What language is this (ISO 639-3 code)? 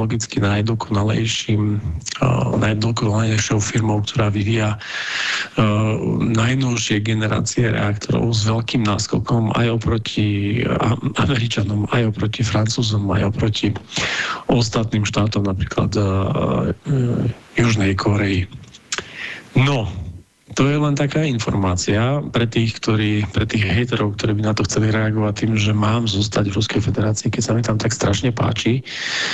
slk